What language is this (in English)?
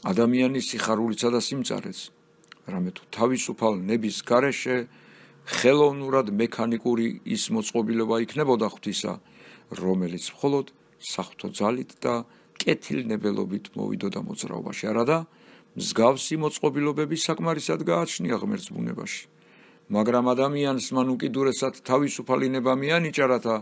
Georgian